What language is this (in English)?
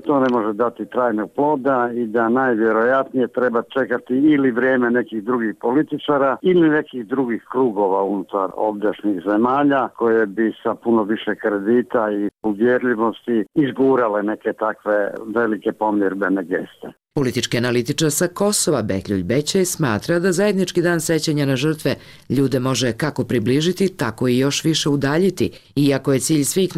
Bosnian